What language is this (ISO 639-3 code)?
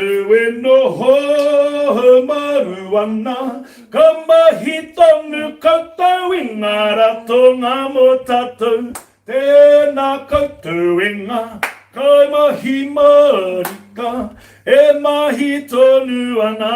mri